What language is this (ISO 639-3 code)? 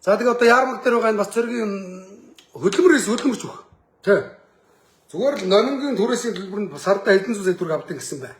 mon